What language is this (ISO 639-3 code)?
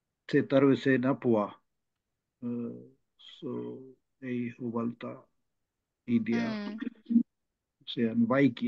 fin